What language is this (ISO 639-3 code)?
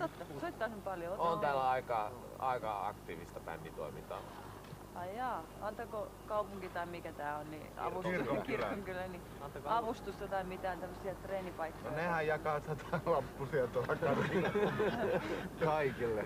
fin